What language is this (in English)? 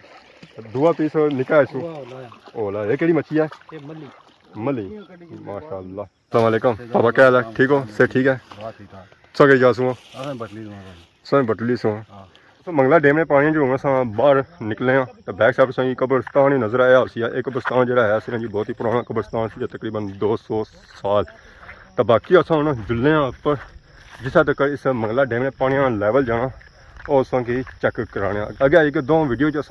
Pahari-Potwari